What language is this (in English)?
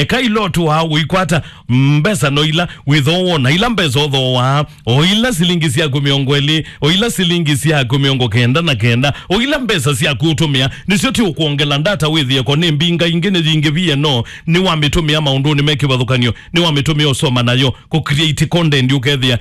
Kamba